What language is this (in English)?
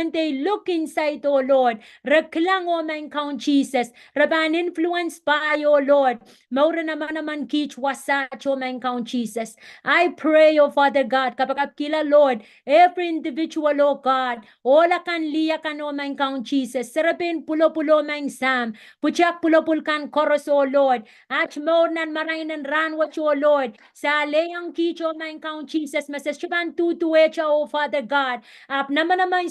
Pohnpeian